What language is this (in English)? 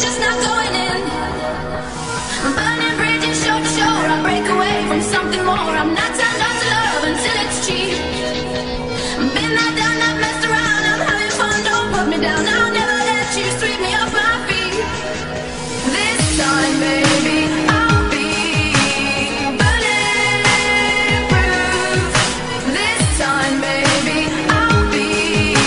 English